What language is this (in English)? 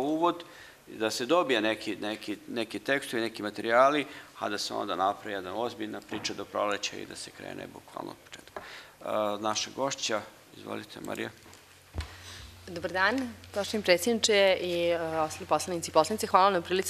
Serbian